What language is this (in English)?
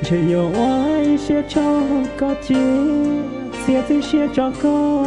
Hmong